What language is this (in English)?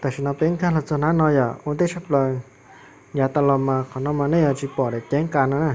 Hmong